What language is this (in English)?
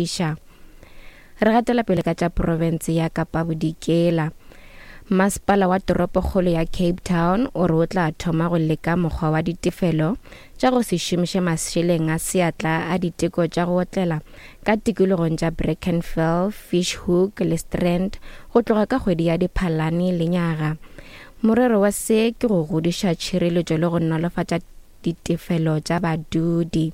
Northern Sotho